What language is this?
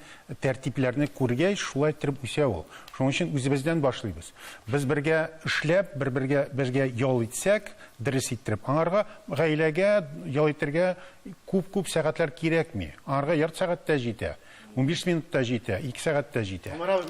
Tatar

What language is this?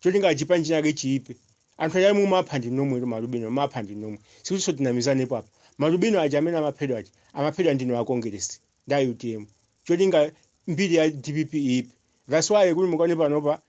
Nyanja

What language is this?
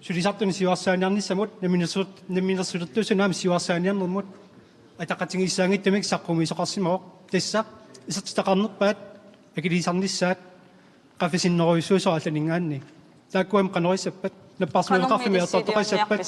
Kalaallisut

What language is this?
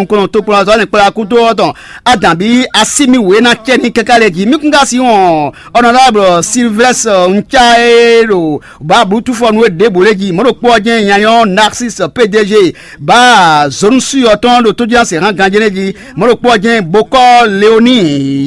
Fon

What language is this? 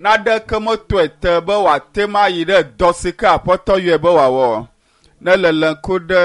Ewe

